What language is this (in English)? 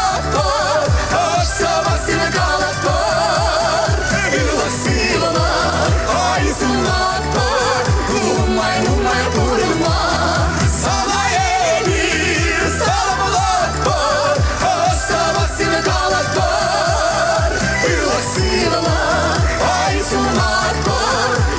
Chuvash